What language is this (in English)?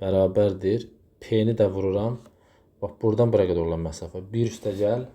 Azerbaijani